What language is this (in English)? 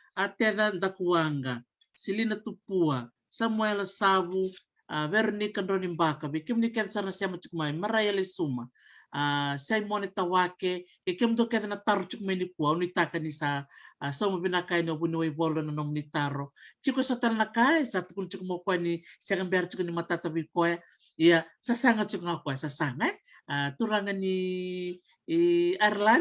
Fijian